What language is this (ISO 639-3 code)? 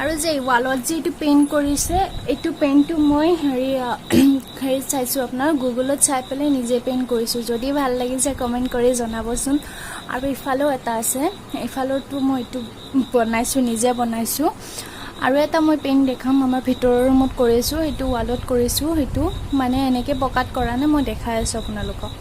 asm